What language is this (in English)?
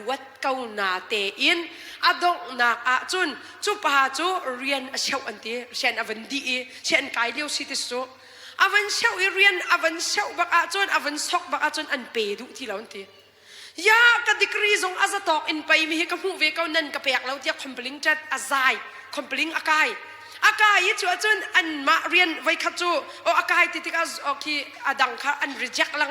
Hakha Chin